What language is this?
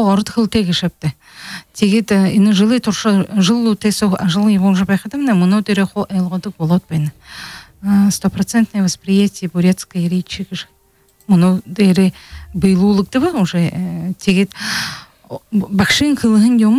Buriat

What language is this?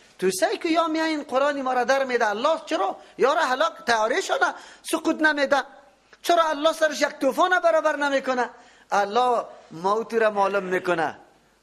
Persian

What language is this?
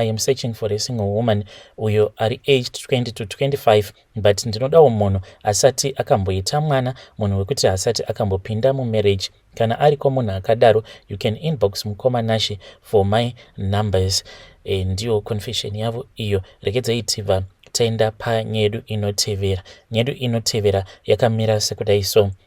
Shona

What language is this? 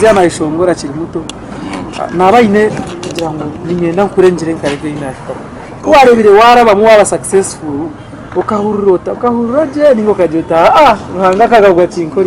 Nyankole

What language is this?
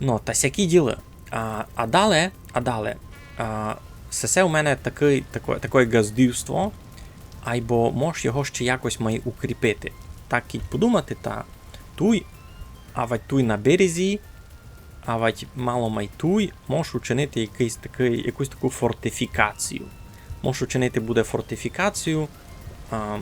Rusyn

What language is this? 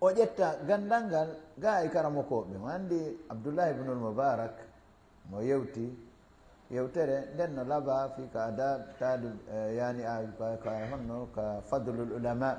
Fula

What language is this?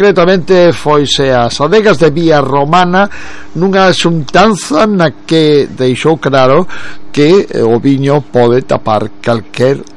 Galician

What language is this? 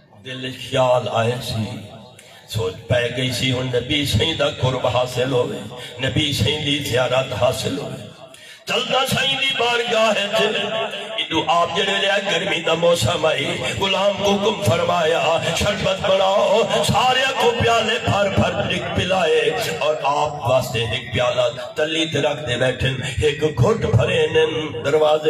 Saraiki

